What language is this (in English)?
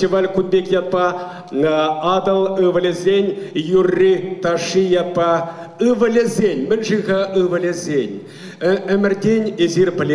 Chuvash